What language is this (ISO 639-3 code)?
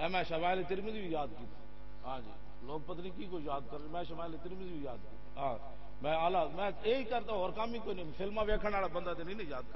lah